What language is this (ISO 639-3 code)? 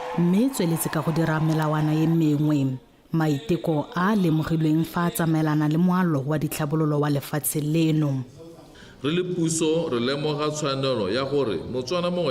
tsn